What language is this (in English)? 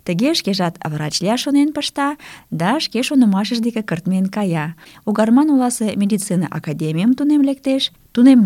Mari